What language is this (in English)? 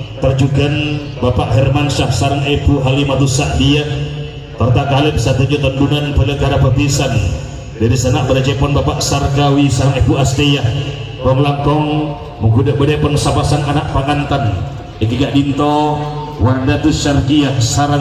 Madurese